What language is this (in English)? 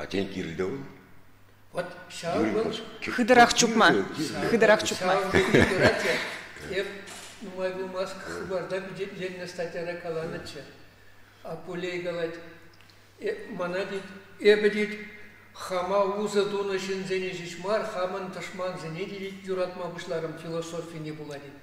Chuvash